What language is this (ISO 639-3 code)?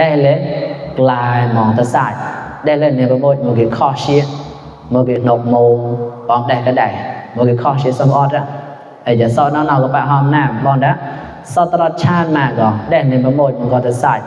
mnw